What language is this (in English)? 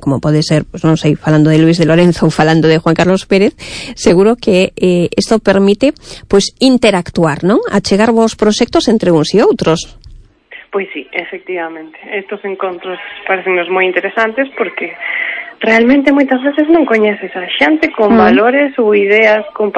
Galician